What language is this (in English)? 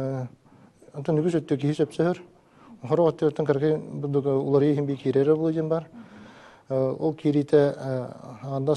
Yakut